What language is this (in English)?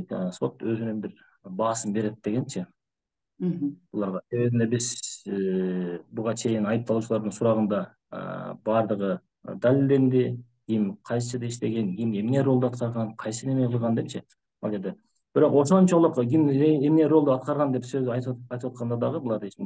Kyrgyz